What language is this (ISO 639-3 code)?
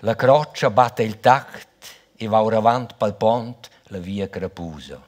roh